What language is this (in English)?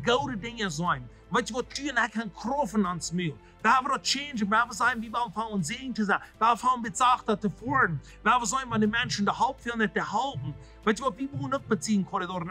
Plautdietsch